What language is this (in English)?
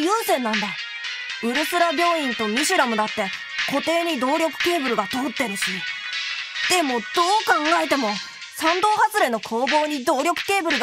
Japanese